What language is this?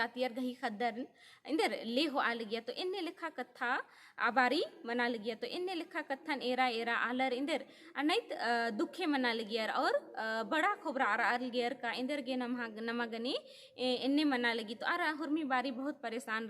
Kurukh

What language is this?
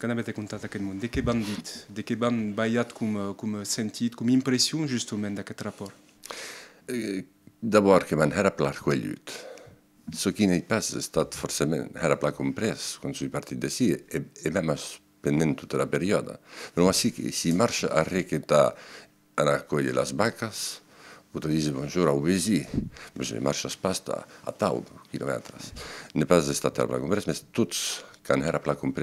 Occitan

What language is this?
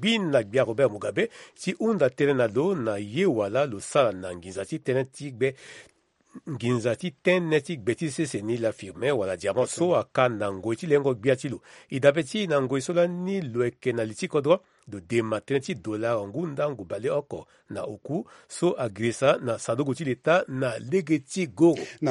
Sango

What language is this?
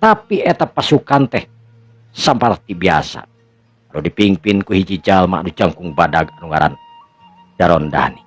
Sundanese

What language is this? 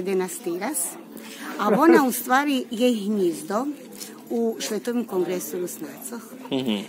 Rusyn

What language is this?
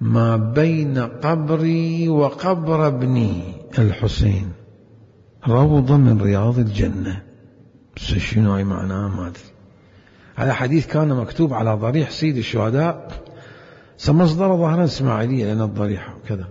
Mesopotamian Arabic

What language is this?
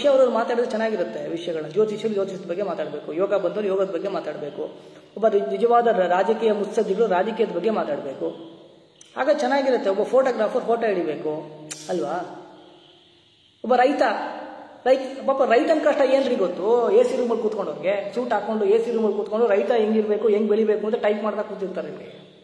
Kannada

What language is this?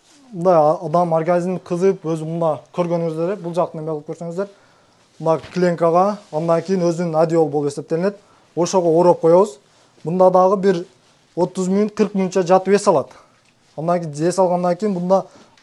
Kyrgyz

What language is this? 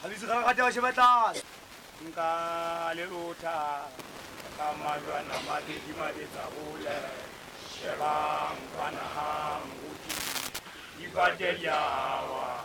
Southern Sotho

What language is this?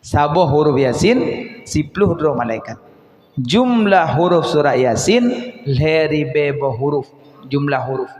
Achinese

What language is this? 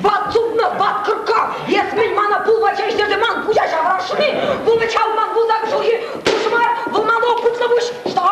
Chuvash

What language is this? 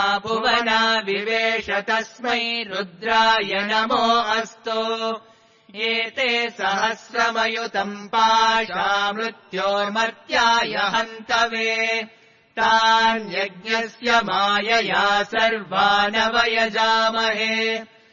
Sanskrit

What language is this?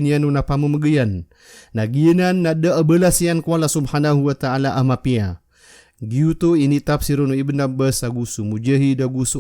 Maranao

